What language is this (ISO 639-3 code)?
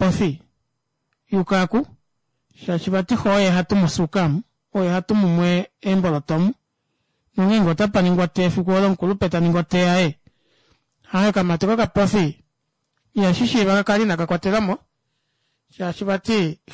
kua